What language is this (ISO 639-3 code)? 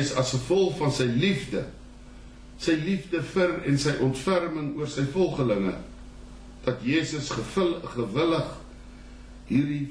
afr